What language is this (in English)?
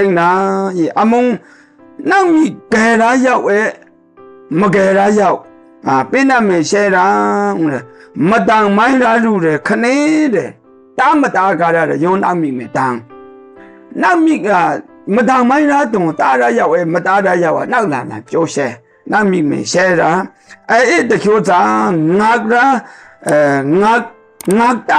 Maru